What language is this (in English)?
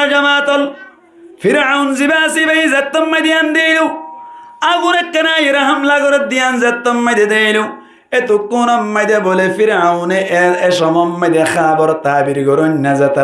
Rohingya